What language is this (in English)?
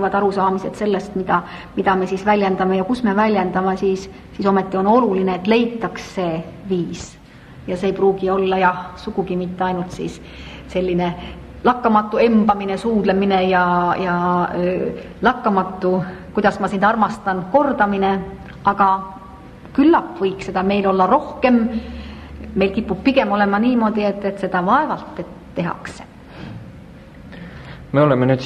Estonian